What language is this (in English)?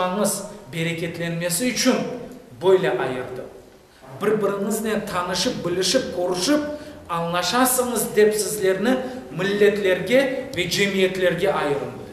Crimean Tatar